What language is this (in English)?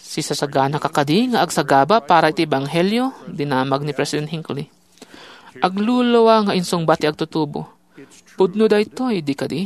Iloko